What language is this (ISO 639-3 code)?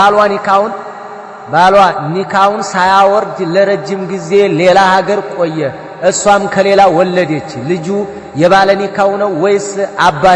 amh